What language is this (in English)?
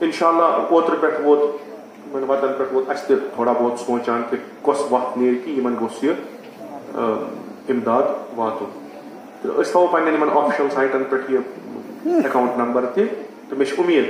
Kashmiri